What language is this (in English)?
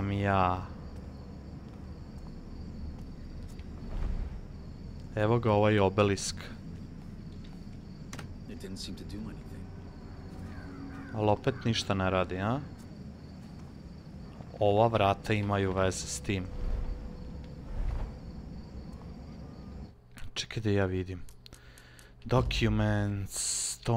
Croatian